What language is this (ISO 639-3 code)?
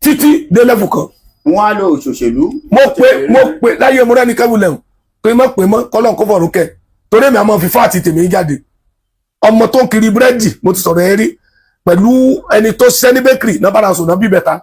yor